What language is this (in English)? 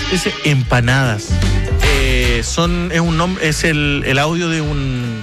Spanish